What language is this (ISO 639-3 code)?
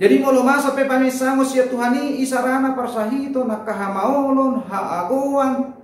bbc